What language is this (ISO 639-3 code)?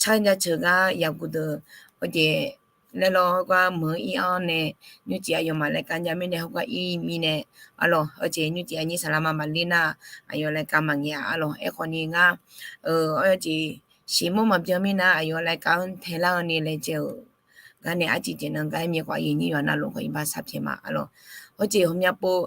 ahk